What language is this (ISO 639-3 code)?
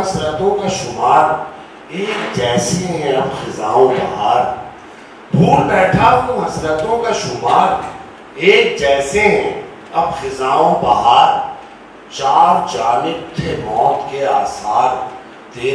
urd